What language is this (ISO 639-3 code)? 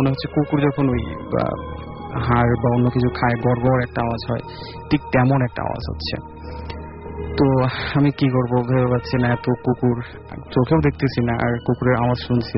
ben